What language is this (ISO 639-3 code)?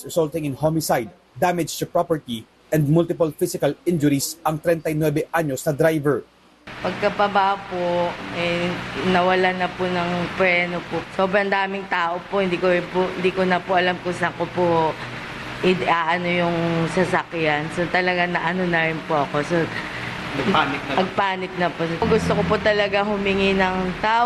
fil